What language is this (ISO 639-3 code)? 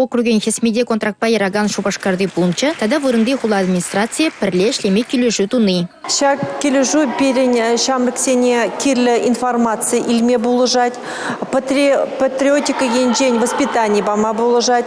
chv